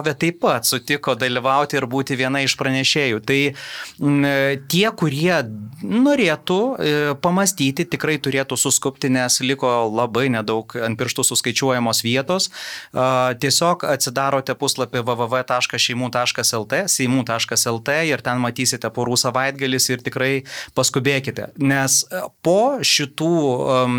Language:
Lithuanian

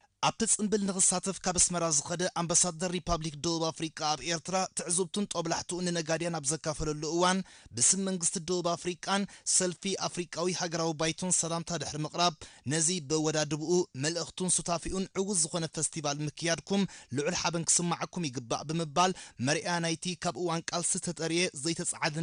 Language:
Tigrinya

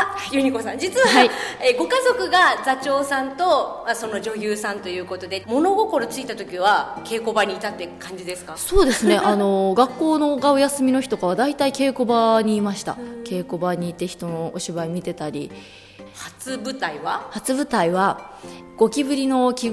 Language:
Japanese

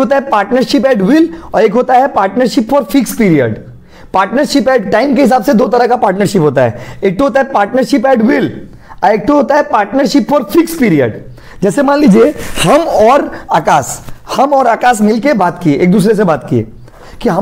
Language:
Hindi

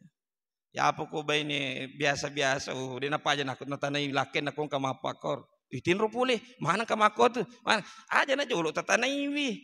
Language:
Buginese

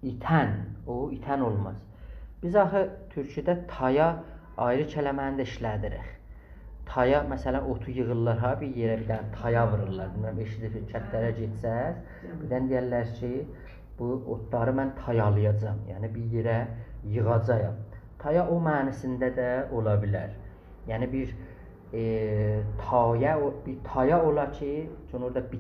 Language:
South Azerbaijani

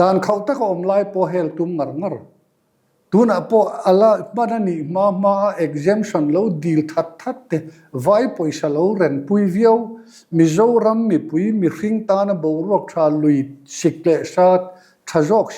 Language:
Mizo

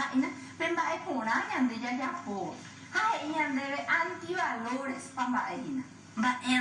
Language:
Guarani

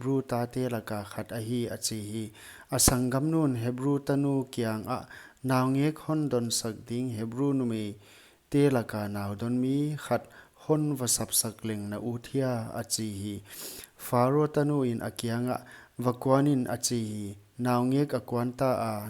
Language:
Paite Chin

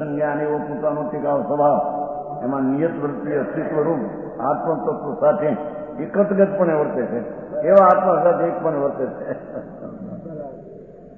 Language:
Gujarati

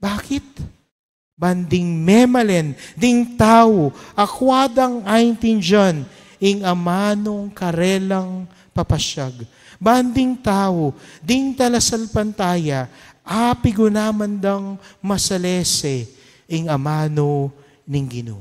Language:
Pampanga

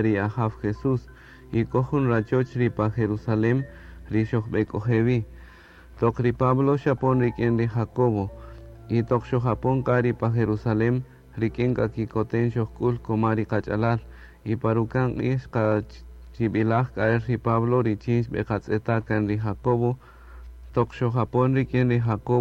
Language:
Kaqchikel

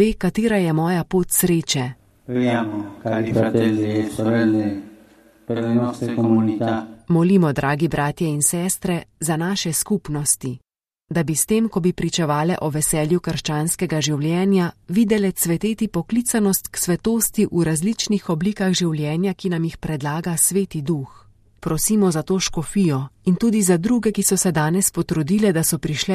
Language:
Slovenian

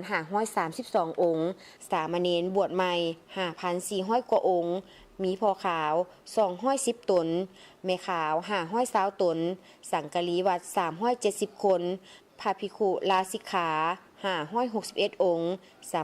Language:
Lao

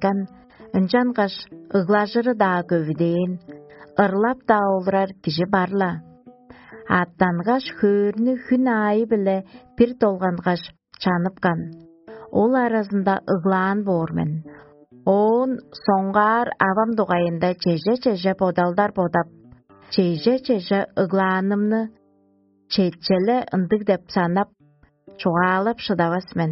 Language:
Tuvinian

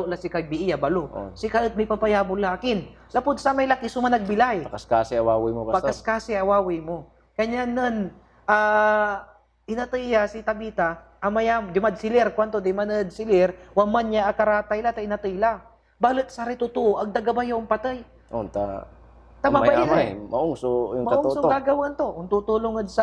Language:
Pangasinan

